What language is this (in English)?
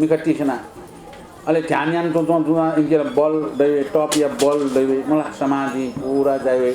Newari